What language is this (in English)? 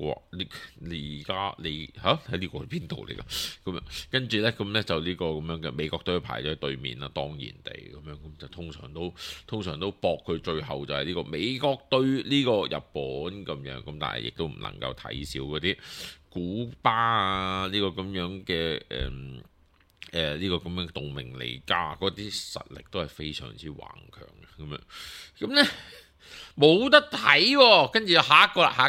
Cantonese